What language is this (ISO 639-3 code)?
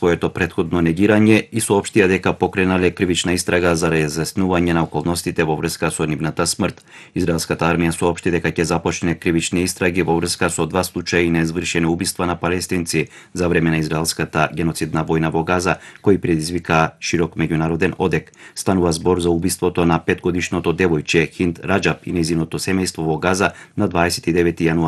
mkd